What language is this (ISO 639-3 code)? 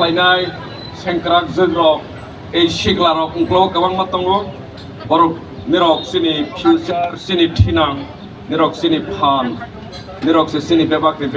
trp